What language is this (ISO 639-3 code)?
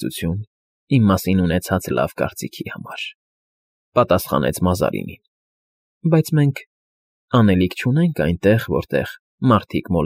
hye